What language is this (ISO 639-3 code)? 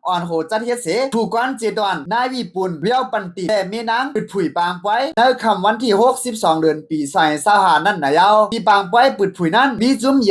shn